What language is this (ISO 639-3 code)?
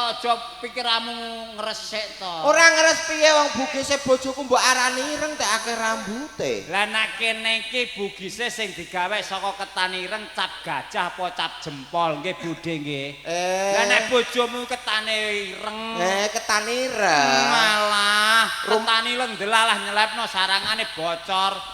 jav